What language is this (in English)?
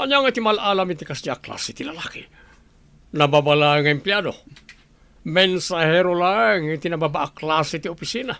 Iloko